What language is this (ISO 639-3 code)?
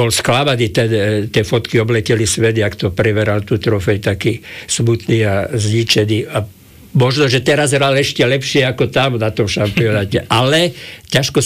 slk